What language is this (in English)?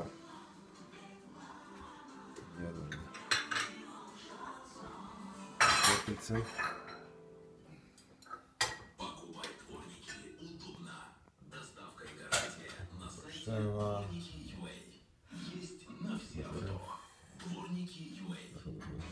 Russian